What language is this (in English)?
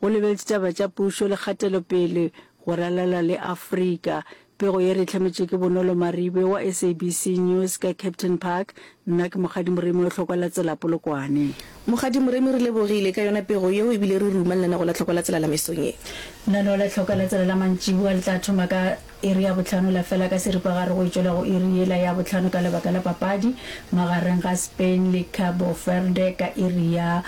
Northern Sotho